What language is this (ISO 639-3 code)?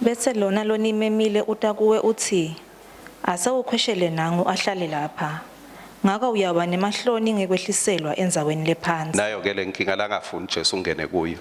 ssw